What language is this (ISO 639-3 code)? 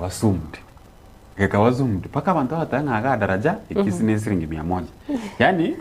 guz